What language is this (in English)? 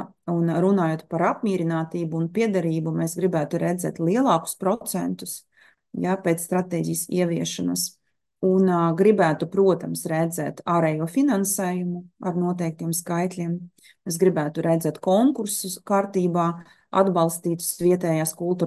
Latvian